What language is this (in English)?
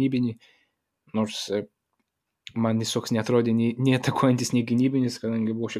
Lithuanian